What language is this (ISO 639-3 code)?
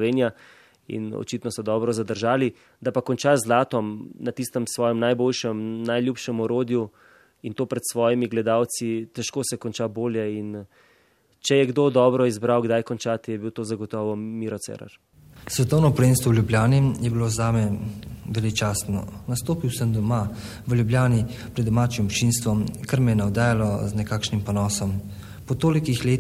slv